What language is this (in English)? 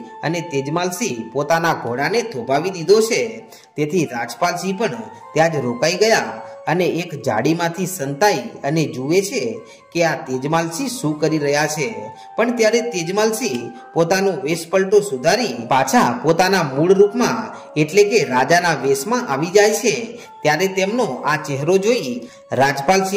Gujarati